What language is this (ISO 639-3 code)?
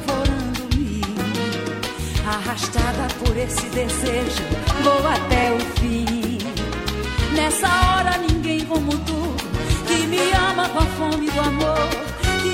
por